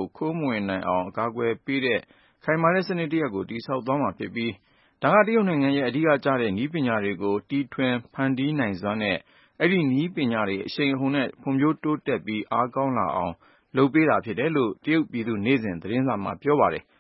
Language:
Burmese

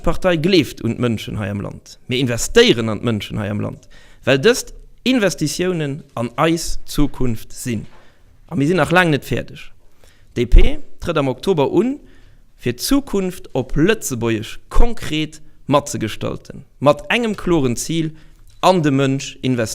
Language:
Luxembourgish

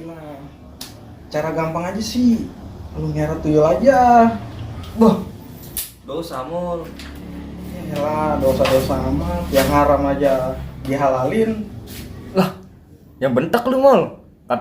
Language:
Betawi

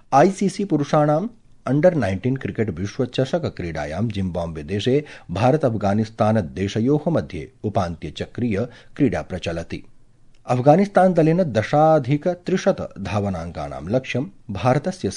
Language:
Sanskrit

